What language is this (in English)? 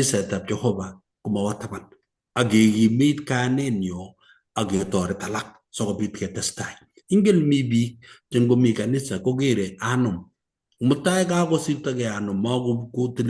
Kalenjin